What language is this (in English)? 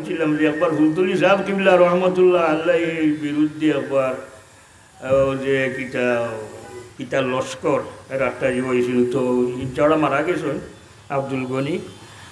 Sylheti